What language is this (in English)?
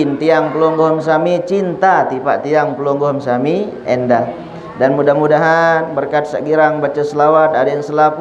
Sasak